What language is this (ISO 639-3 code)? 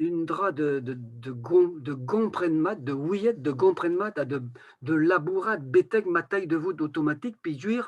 bre